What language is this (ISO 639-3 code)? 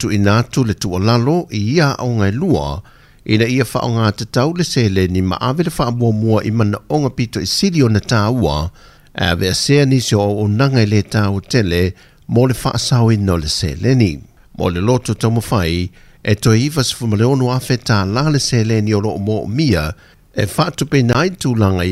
smo